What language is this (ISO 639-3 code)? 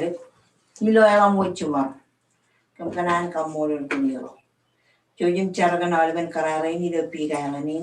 mah